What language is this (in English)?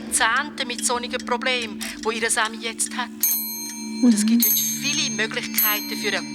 Swiss German